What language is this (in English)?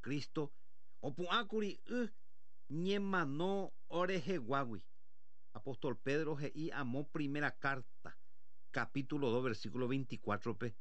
Guarani